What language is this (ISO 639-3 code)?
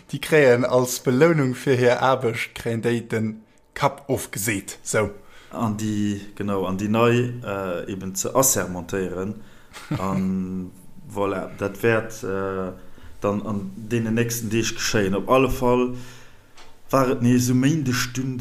ltz